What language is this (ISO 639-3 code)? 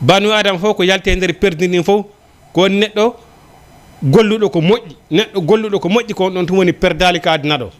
ful